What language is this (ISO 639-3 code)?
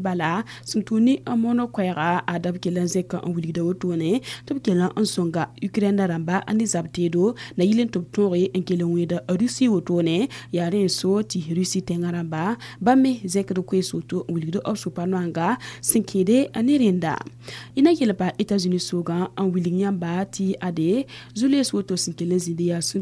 mos